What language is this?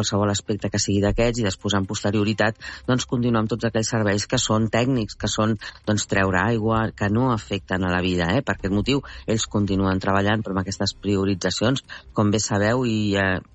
Catalan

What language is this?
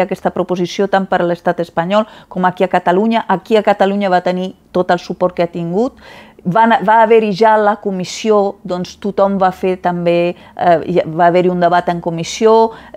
Catalan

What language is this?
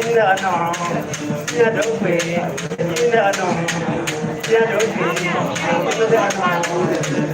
Acoli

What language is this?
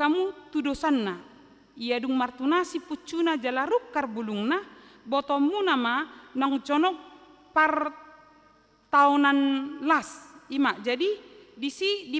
Batak Toba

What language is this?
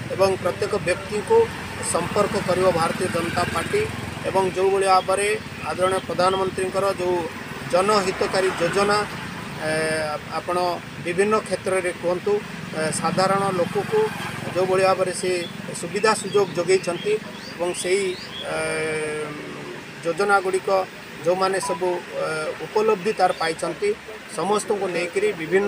Odia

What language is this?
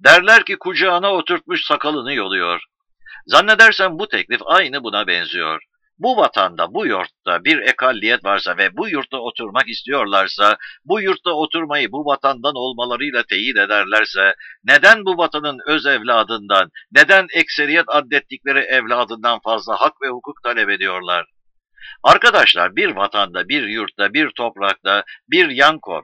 Turkish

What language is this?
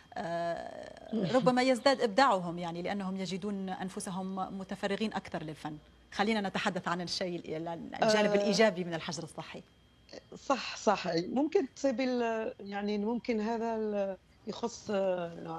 Algerian Arabic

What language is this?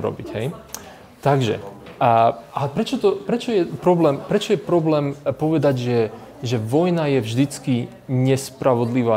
Slovak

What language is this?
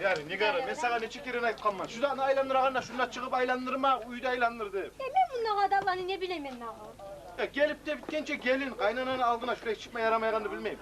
Kumyk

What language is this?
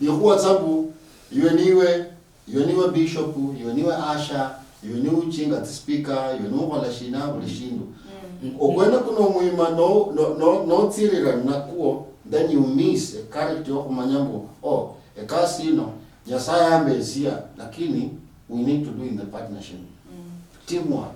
Luyia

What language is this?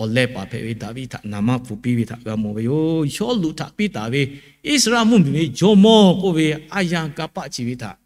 Lahu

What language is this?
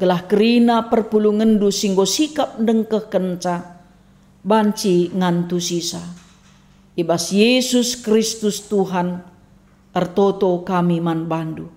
Batak Karo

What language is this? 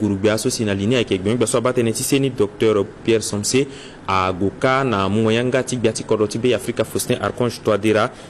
Sango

